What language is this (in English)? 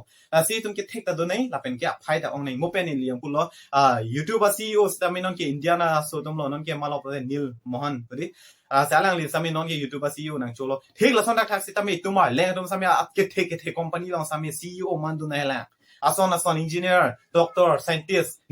Karbi